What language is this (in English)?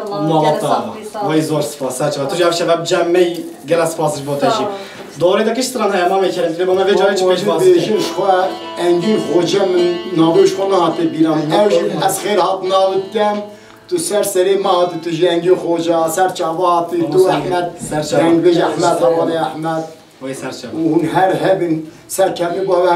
Kurdish